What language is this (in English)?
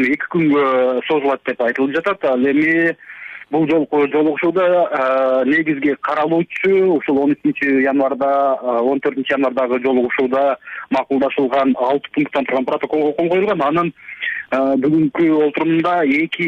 Kyrgyz